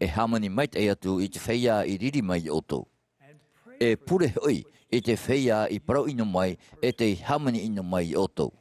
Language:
Tahitian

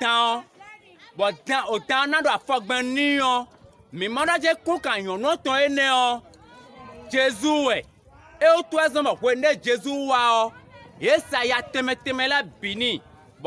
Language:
Fon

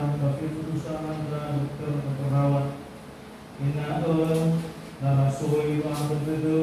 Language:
Nias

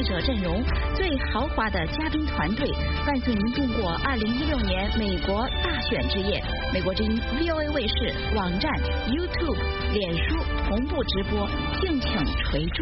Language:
Chinese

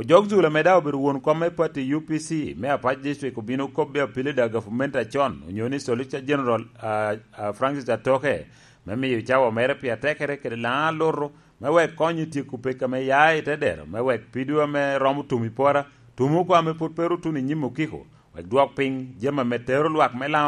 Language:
Lango (Uganda)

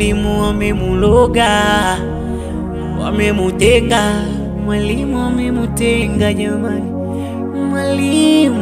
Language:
Swahili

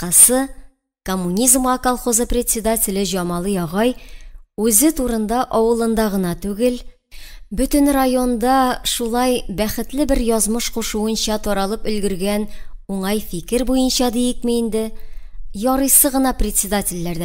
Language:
Tatar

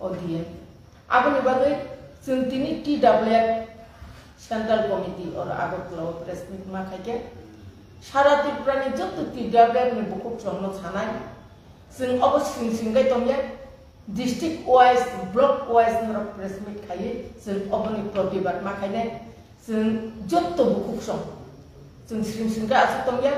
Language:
Kok Borok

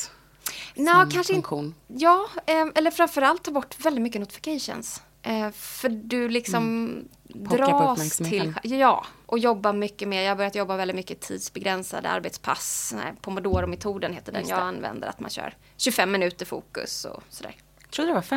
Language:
Swedish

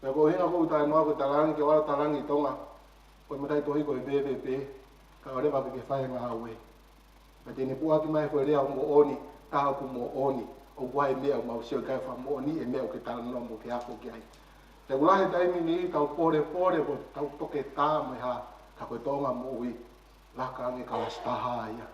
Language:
Tongan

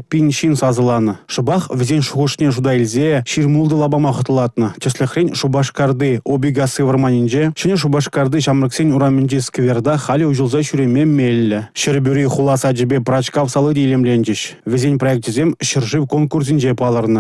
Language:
Chuvash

